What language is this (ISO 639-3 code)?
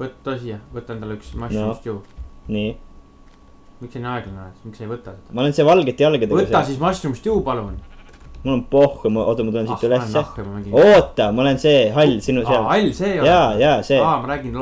est